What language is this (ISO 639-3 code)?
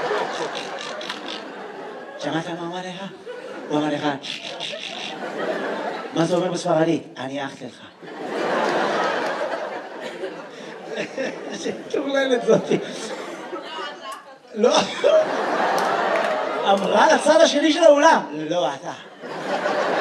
heb